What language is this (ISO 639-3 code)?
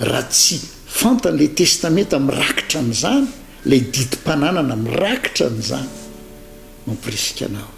mlg